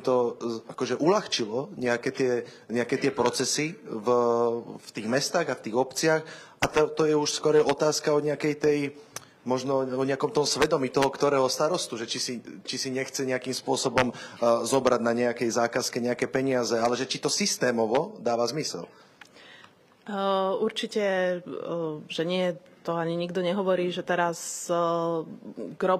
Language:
Slovak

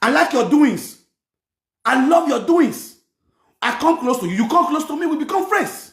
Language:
Nigerian Pidgin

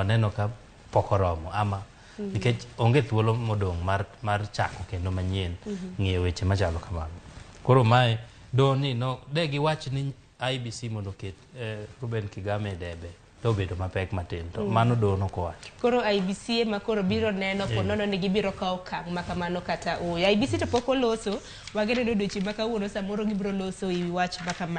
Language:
Luo (Kenya and Tanzania)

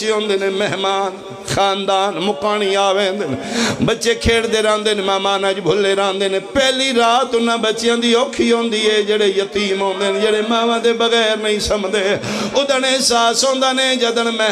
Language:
Pahari-Potwari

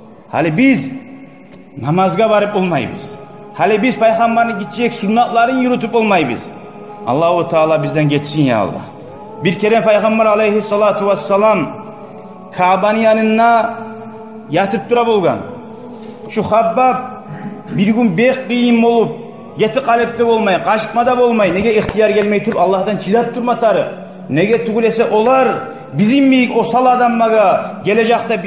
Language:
Kumyk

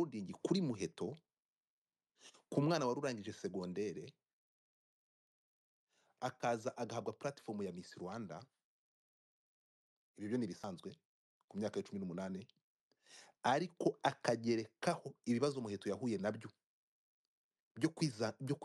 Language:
Kinyarwanda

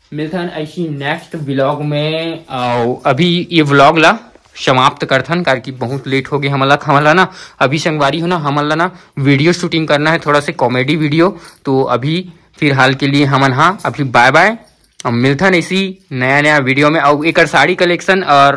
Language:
Chhattisgarhi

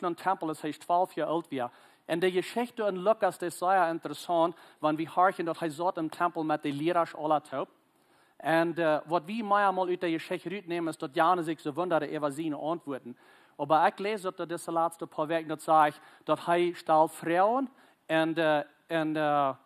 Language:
Plautdietsch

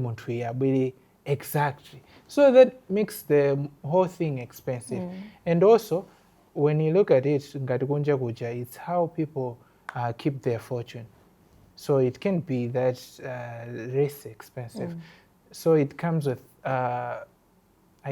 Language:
Nyanja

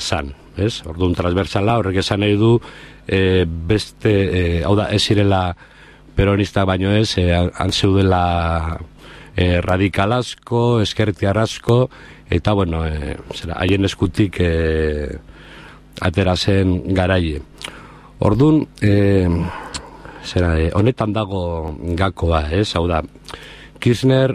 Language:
Basque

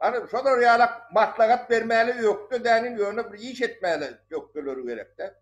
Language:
Turkmen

